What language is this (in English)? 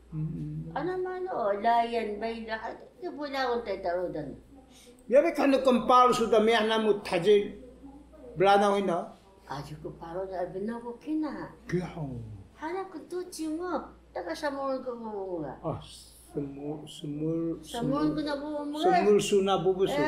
Taroko